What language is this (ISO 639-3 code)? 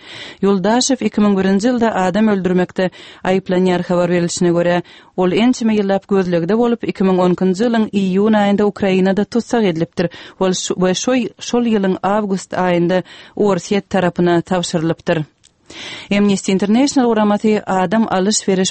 tuk